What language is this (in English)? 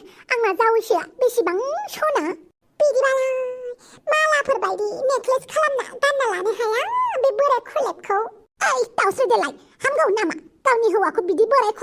Bodo